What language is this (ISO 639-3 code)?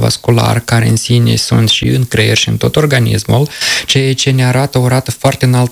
ron